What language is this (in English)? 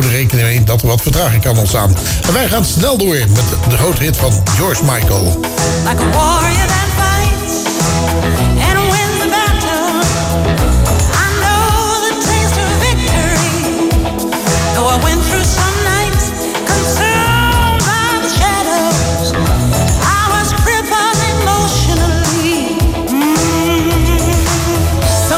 Dutch